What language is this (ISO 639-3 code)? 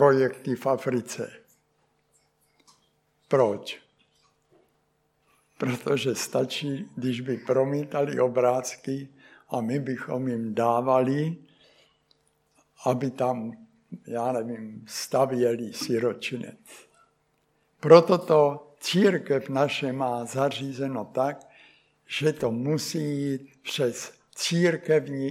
ces